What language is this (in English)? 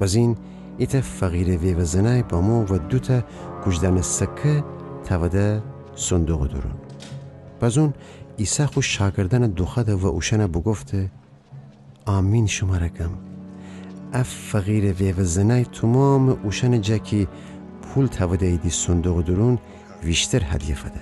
Gilaki